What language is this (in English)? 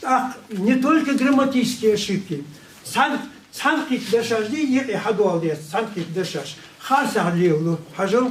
Ingush